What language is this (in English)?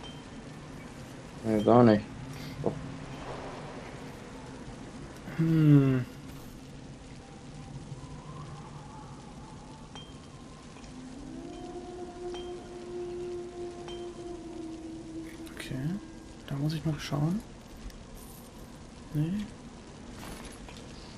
German